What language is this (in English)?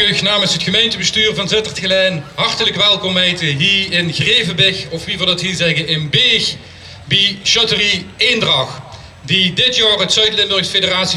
Limburgish